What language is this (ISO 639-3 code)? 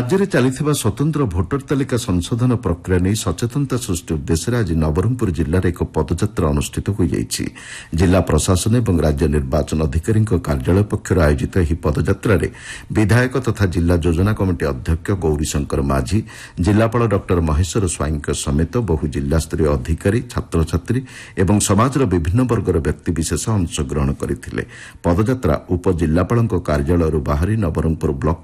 ori